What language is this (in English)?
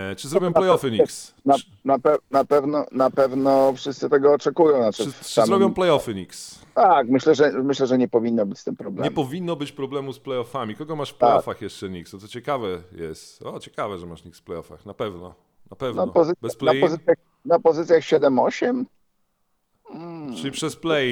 Polish